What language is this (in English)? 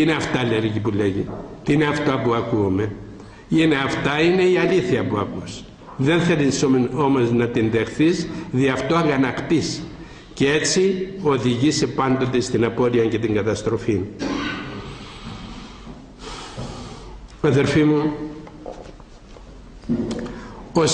Greek